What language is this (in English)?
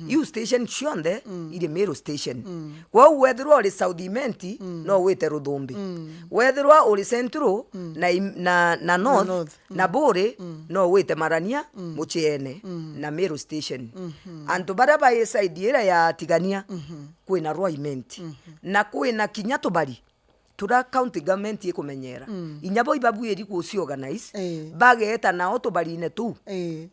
Meru